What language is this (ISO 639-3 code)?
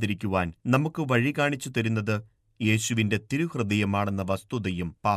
mal